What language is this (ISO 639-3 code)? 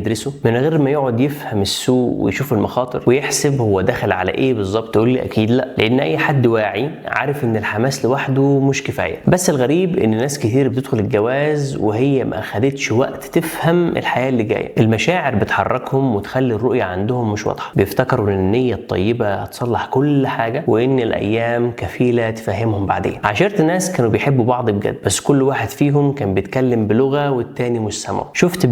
arz